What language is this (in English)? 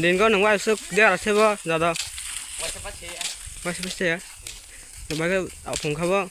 Kok Borok